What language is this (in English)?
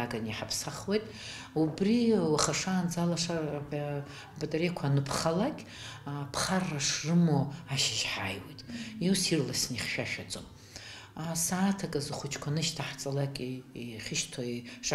Abkhazian